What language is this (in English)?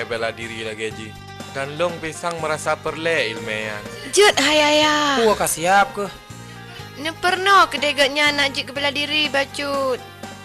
Achinese